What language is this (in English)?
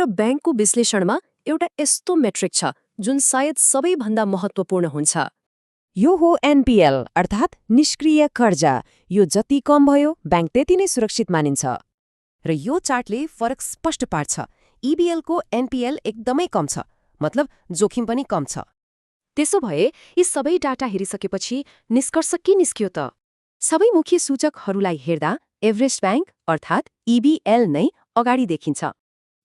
Nepali